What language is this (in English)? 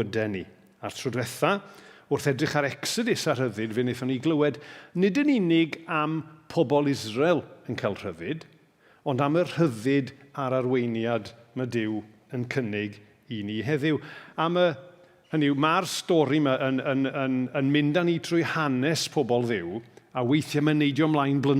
Welsh